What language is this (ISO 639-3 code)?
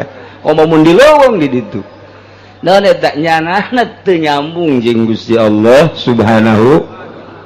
sun